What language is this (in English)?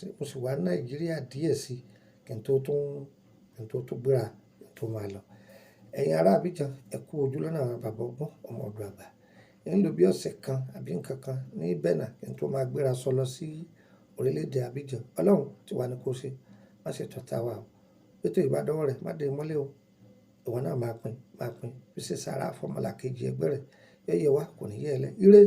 Yoruba